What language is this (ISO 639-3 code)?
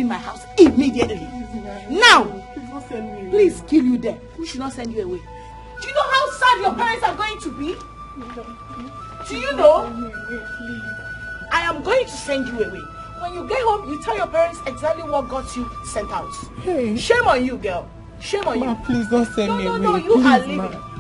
pcm